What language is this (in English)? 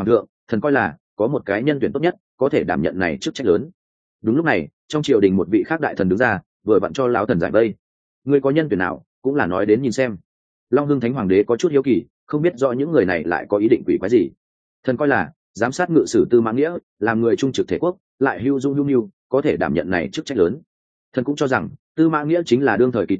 Vietnamese